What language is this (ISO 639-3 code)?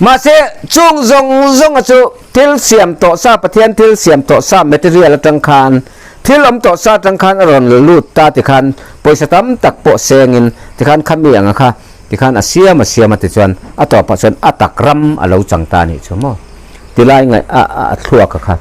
lus